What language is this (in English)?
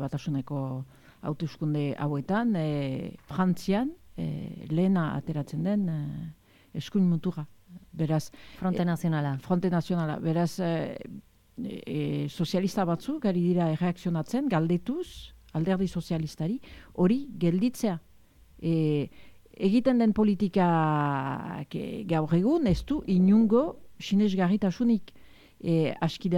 Basque